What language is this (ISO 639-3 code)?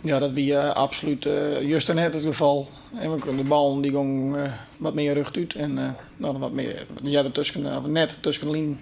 fry